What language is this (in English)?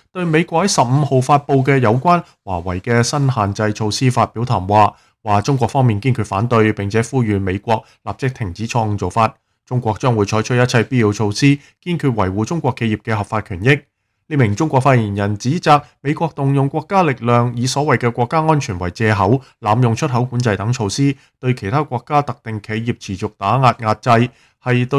Cantonese